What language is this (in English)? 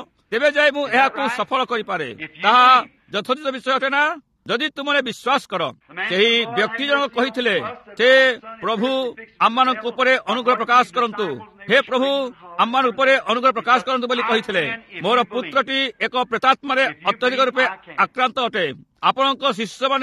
Odia